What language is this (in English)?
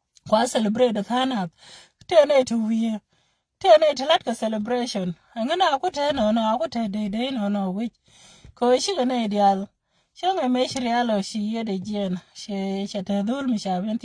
Nuer